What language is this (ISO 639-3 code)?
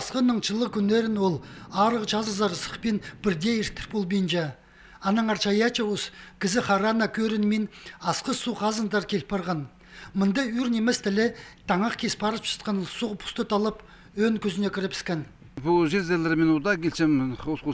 kjh